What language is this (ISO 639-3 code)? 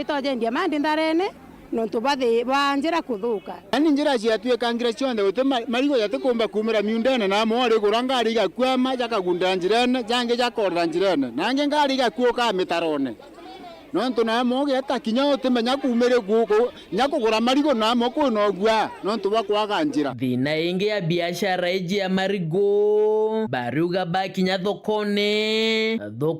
mer